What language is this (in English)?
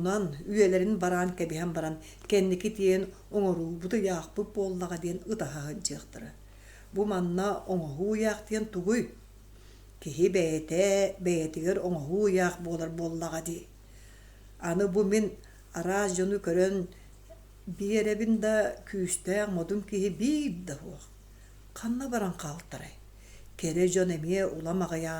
Yakut